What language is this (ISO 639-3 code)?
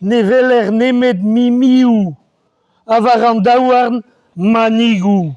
bre